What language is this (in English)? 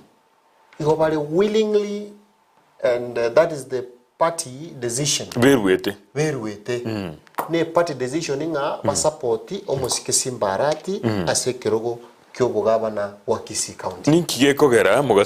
Gusii